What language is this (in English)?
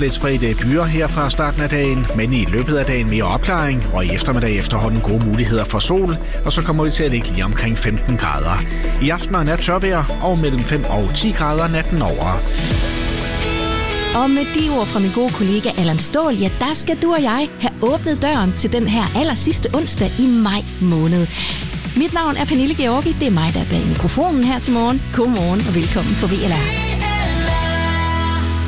Danish